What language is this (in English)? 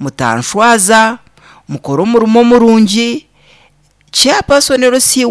Nyankole